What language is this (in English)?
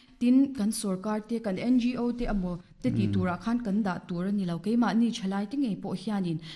Mizo